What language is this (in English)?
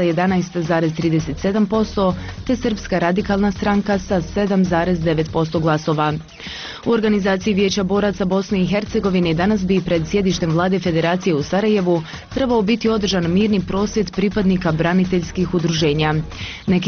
Bosnian